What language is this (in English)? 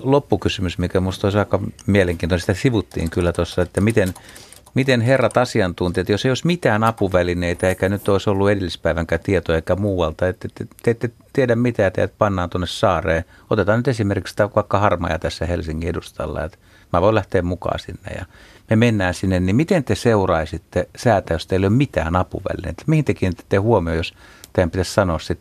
Finnish